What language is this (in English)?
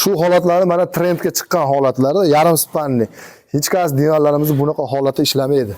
Uzbek